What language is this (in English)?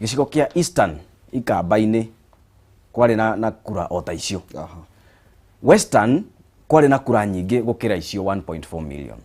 Kikuyu